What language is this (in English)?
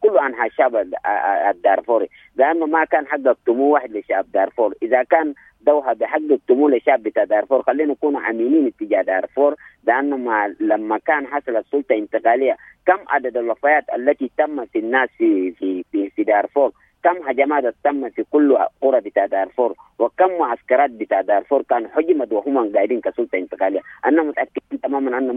Sudanese Arabic